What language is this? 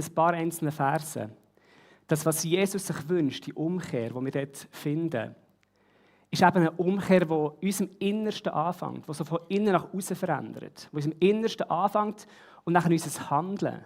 Swiss German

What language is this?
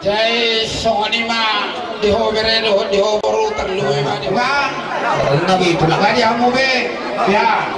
Batak Toba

